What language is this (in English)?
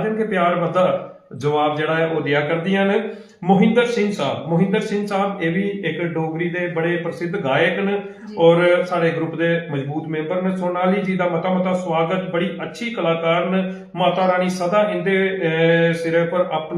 Dogri